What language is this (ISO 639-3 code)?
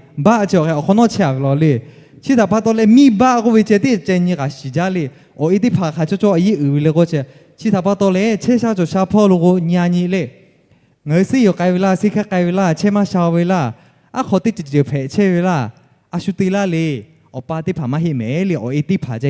lhu